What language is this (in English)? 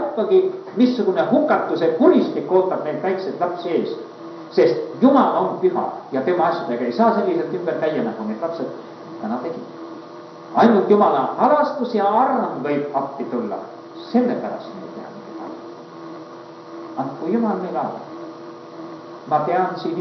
Estonian